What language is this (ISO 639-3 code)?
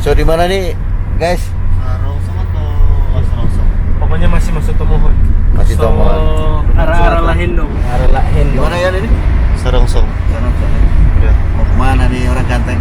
xmm